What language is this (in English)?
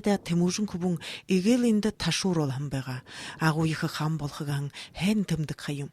Buriat